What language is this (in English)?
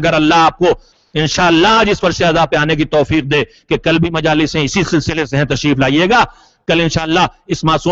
Urdu